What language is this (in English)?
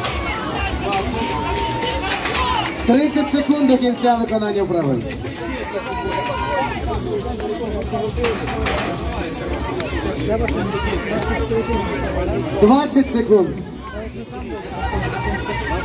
Ukrainian